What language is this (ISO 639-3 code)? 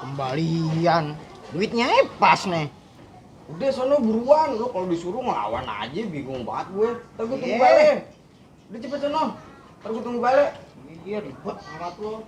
bew